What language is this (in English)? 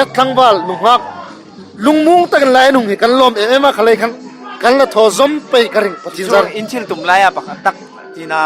Hmar